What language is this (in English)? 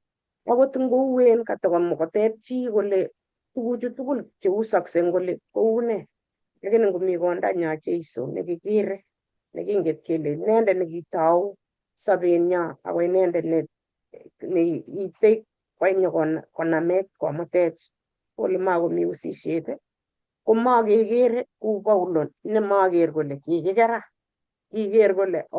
Kalenjin